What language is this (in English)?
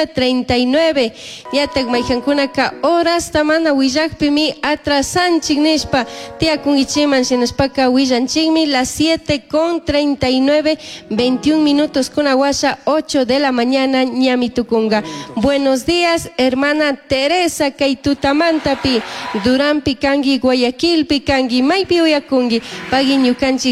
Chimborazo Highland Quichua